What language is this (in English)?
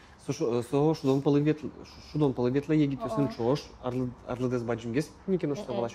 Udmurt